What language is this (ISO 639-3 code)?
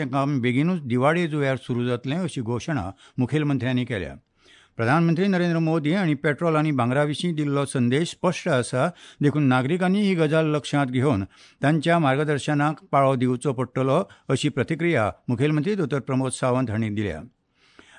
kok